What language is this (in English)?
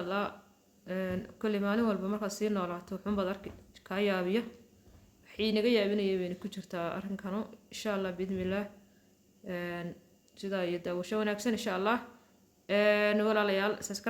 Somali